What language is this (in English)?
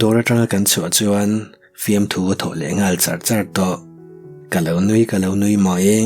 Mizo